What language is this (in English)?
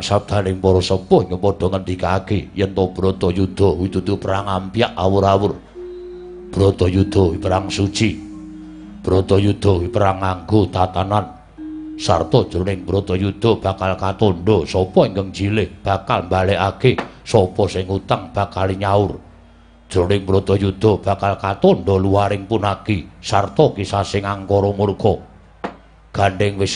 Javanese